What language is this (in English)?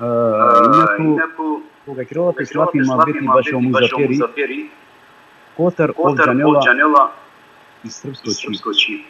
Balkan Romani